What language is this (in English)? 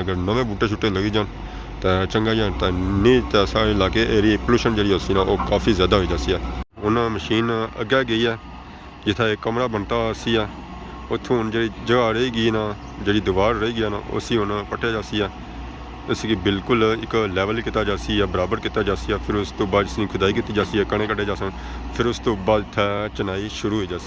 Pahari-Potwari